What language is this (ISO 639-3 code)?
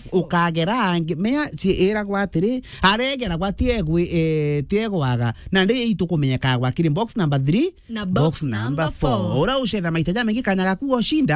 mer